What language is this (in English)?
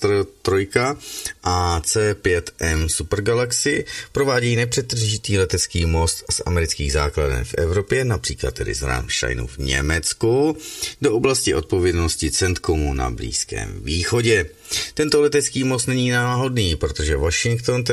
Czech